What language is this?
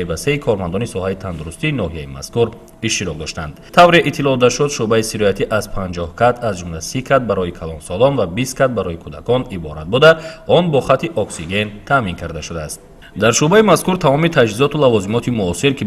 Tajik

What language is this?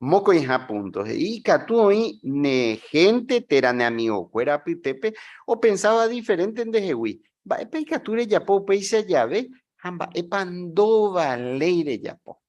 Guarani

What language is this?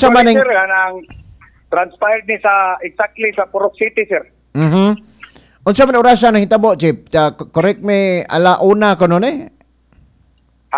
Cebuano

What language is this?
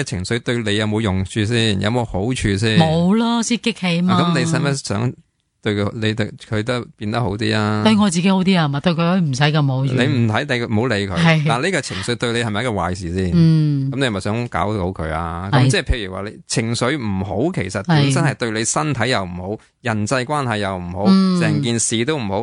Cantonese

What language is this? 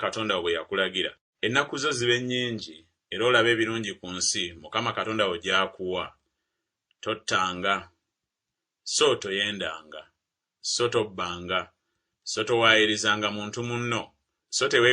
Ganda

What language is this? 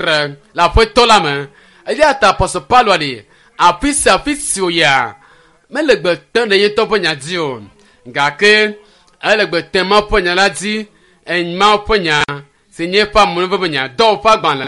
Ewe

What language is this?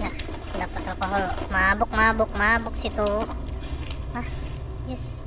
Banjar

